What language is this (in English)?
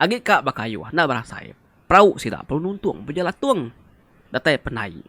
Iban